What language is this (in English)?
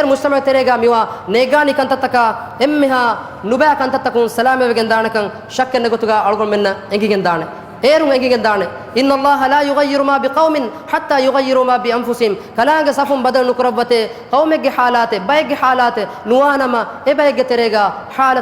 Divehi